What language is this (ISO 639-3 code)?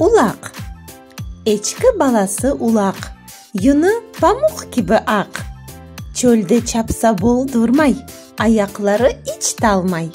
crh